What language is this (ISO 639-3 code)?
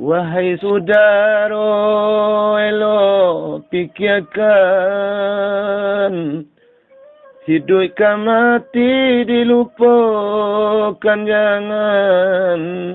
min